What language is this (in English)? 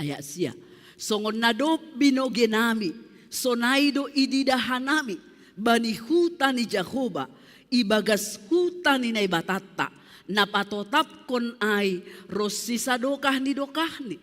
Batak Simalungun